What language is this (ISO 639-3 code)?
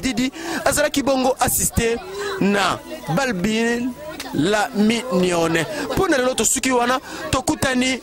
lin